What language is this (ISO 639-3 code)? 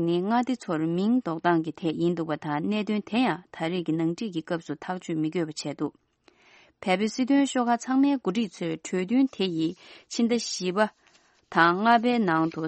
bod